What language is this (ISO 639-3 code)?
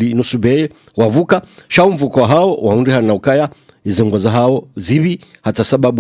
swa